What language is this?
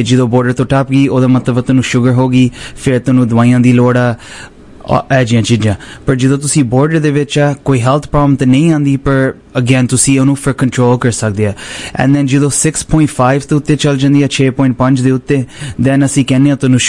Punjabi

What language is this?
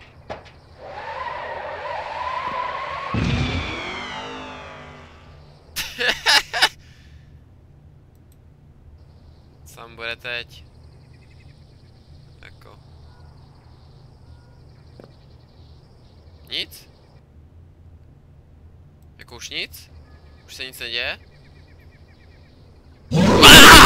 Czech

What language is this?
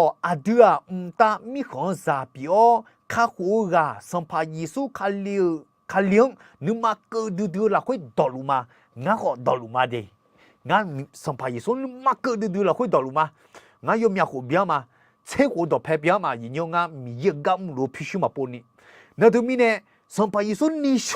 Akha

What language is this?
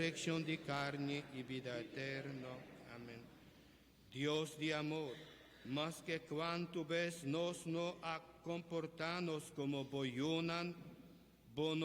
Papiamento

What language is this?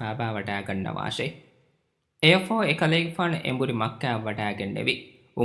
Divehi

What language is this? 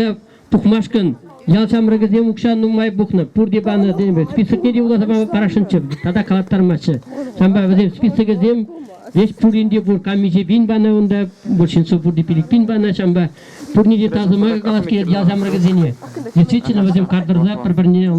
Chuvash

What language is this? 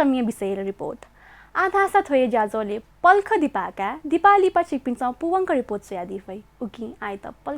Newari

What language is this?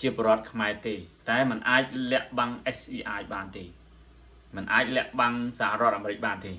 Khmer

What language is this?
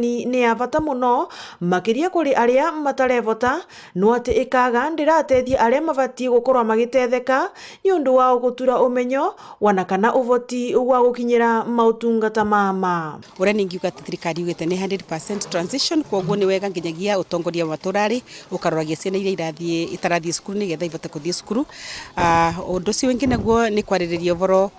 Meru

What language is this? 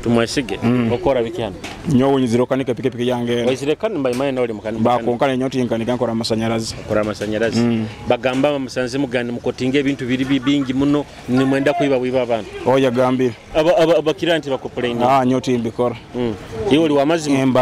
Nyoro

